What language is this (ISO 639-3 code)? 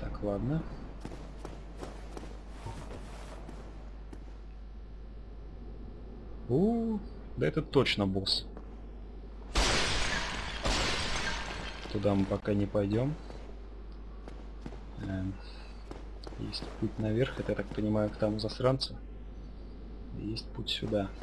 rus